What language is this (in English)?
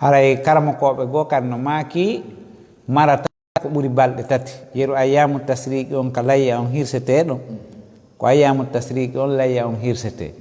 Fula